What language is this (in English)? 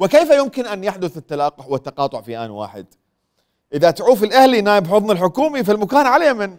Mesopotamian Arabic